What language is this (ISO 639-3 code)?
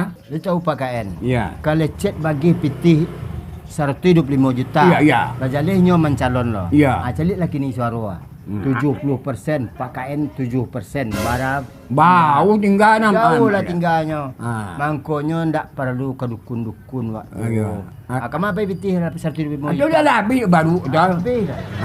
min